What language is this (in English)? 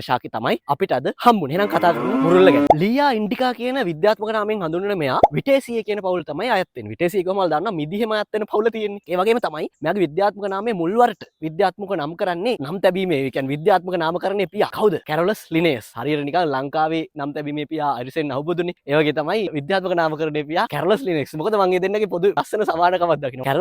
Sinhala